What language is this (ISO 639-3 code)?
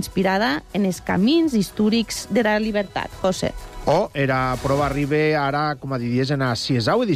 cat